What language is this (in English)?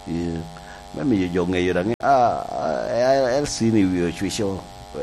Lango (Uganda)